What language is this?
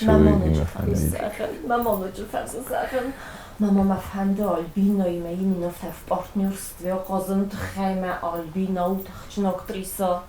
Ossetic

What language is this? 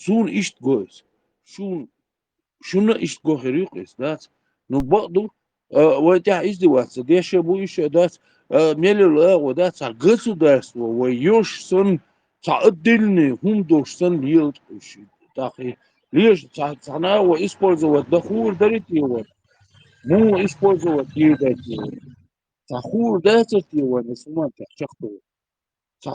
Chechen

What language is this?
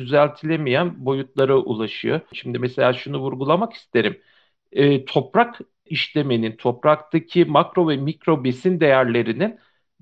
Turkish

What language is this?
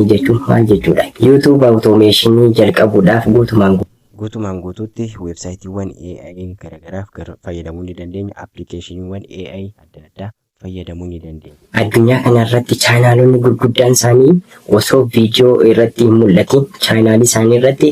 Oromo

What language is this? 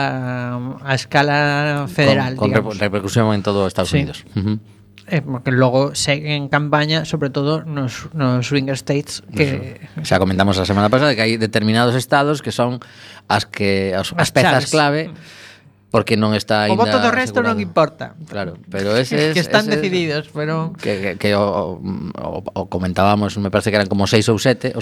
Galician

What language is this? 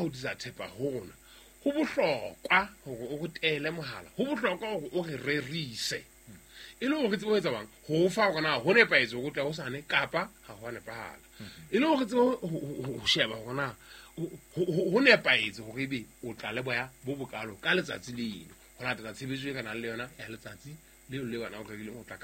Southern Sotho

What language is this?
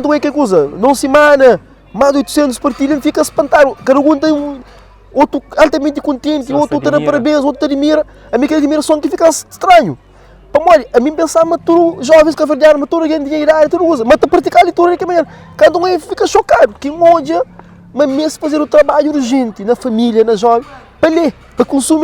Kabuverdianu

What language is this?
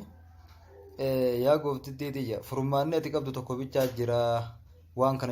Oromo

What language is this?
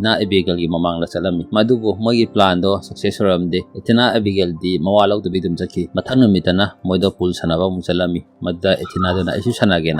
Manipuri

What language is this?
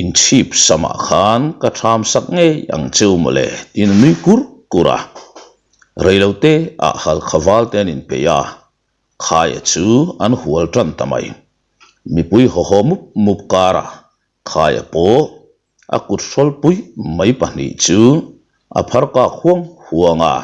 Mizo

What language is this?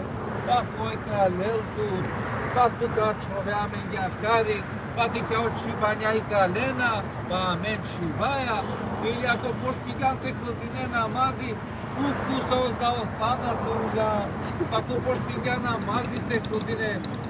Balkan Romani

